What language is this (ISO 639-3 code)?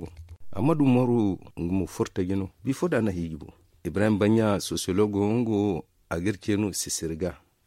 dje